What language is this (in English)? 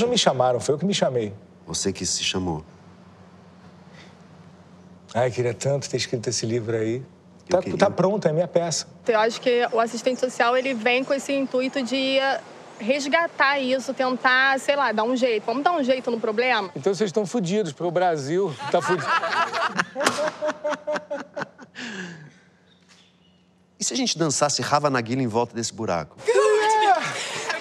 Portuguese